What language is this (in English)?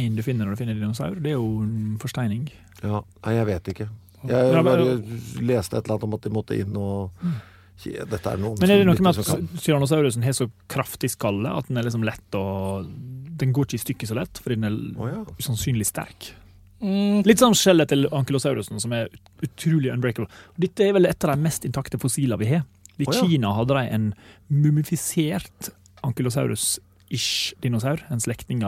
Norwegian